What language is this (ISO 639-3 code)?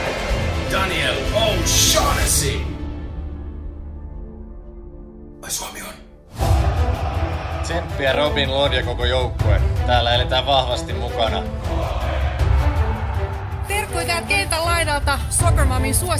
fin